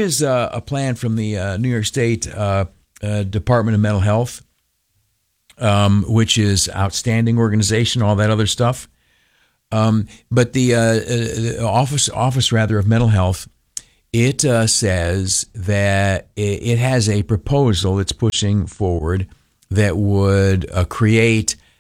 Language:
English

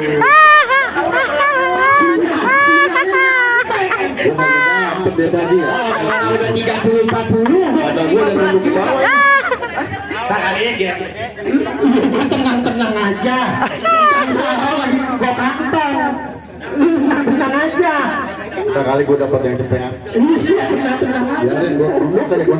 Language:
Betawi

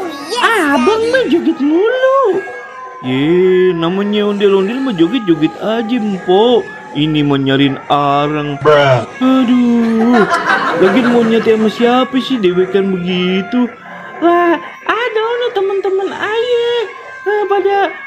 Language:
Betawi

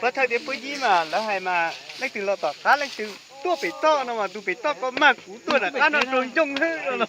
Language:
Hmong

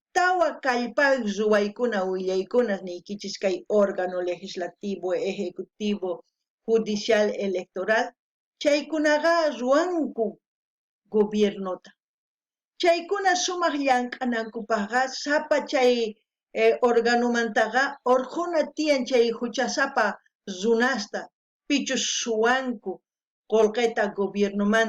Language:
South Bolivian Quechua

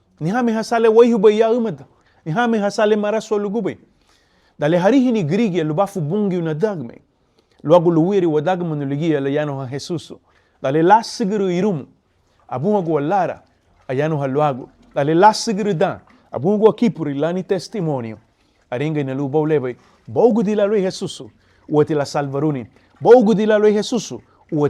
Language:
Garifuna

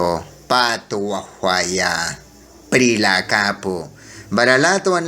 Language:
Mískito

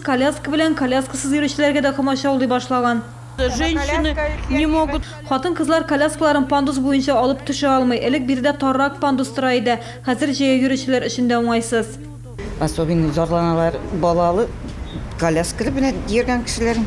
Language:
Tatar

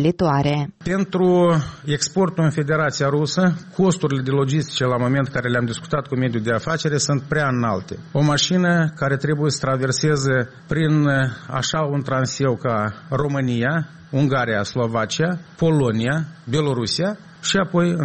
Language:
Romanian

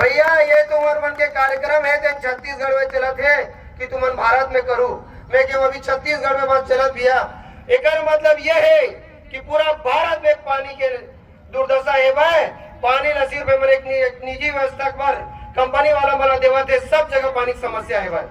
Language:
Chhattisgarhi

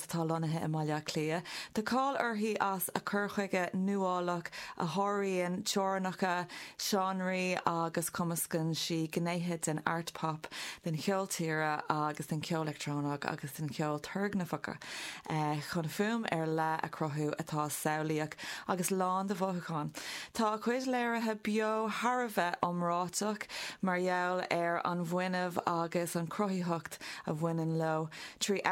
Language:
Irish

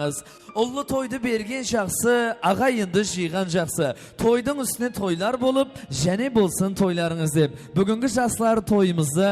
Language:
Kara-Kalpak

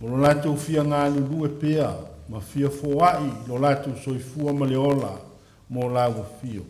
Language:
Samoan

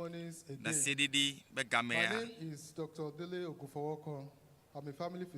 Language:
Ewe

